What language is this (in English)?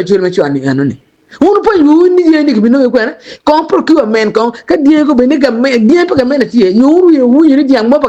Acoli